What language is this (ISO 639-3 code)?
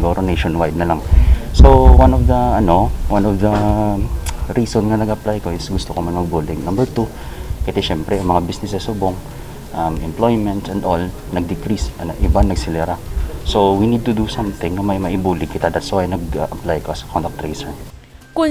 hil